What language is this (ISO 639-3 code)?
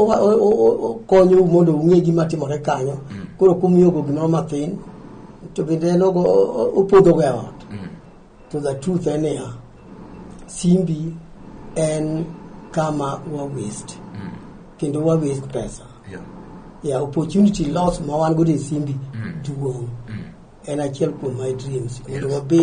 luo